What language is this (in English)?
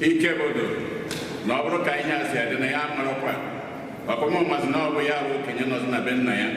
Igbo